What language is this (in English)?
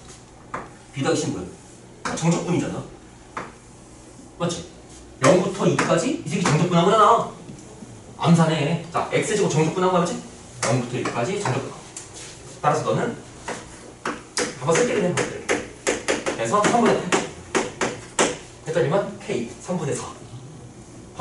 Korean